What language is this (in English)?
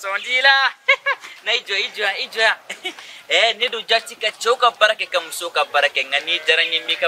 Bambara